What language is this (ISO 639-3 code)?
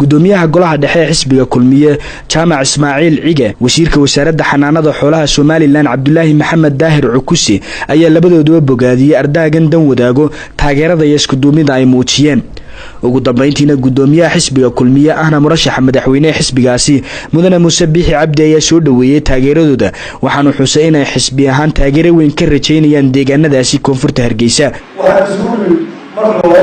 som